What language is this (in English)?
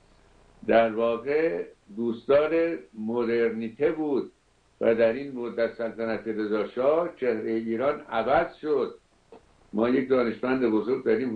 Persian